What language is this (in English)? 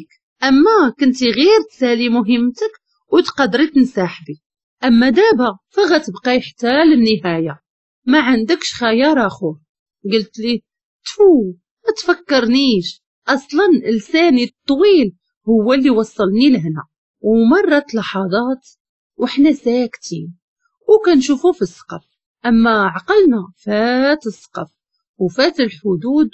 Moroccan Arabic